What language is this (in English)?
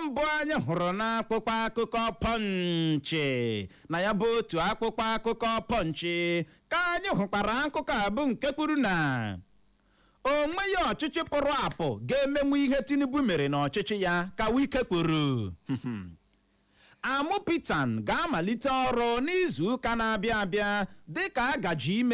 Igbo